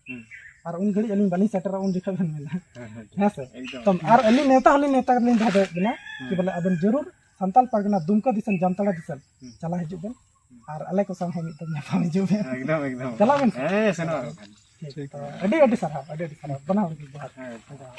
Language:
Santali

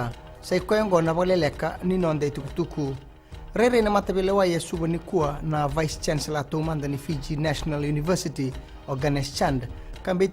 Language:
Fijian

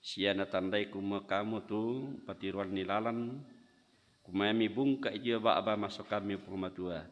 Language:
Toraja-Sa'dan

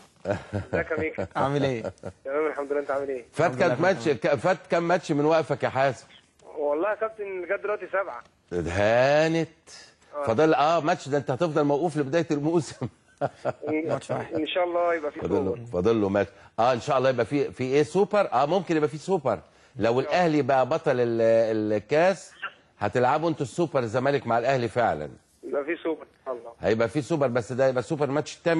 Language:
Egyptian Arabic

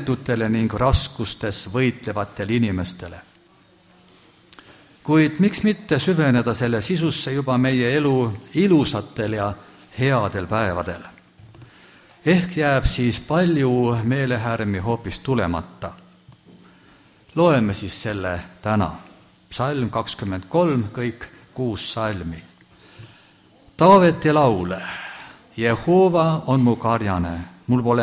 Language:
Estonian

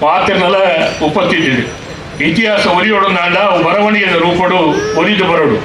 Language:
Tulu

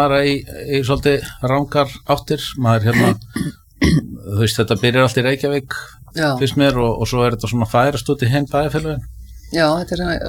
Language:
Icelandic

